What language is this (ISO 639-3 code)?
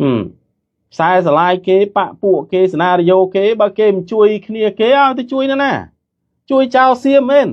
khm